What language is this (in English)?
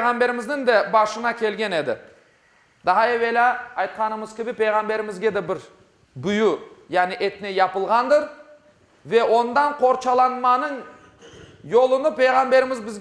Crimean Tatar